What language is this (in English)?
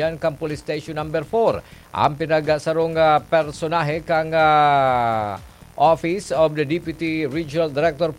Bikol